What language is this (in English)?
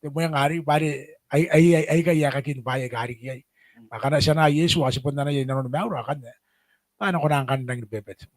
Gilbertese